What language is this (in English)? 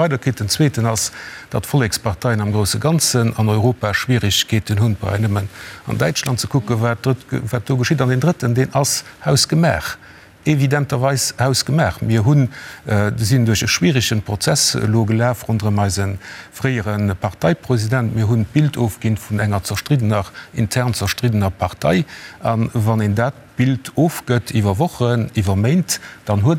Luxembourgish